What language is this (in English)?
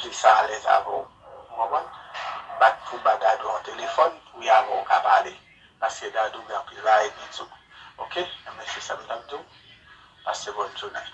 Haitian Creole